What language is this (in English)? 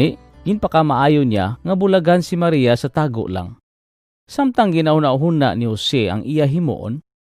Hiligaynon